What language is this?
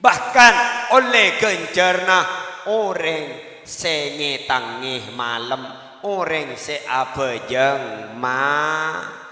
Madurese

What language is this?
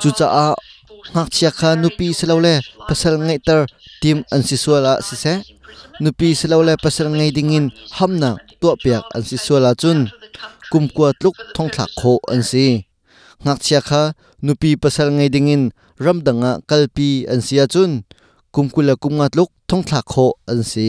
Hakha Chin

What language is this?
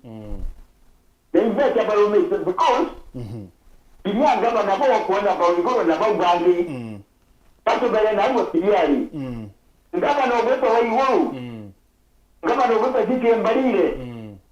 Meru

